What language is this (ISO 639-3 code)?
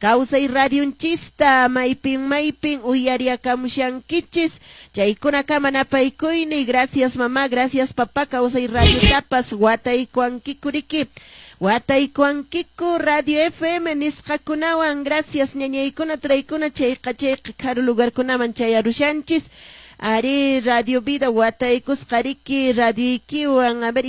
que